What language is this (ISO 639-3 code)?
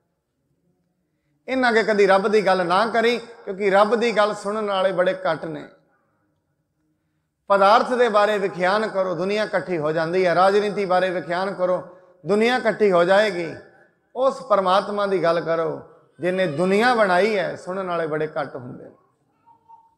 pan